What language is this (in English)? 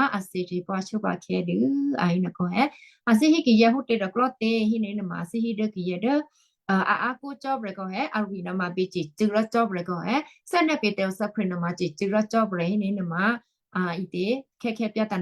Western Kayah